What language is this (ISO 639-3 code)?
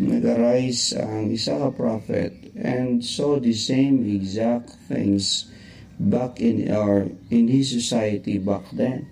hil